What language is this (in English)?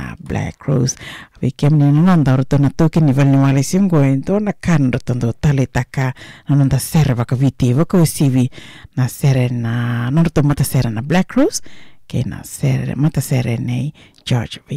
Fijian